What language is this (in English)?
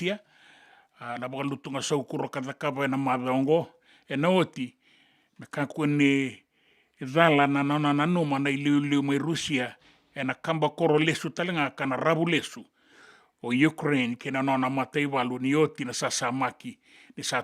Fijian